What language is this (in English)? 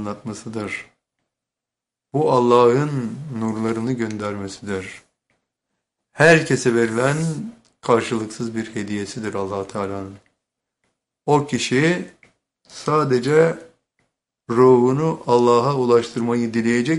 Turkish